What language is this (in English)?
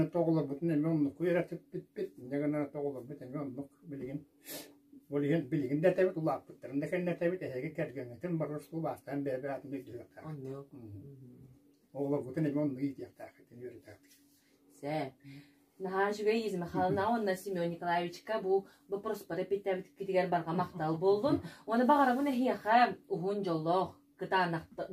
Yakut